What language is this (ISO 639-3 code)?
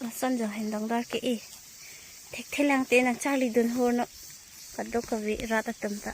mjw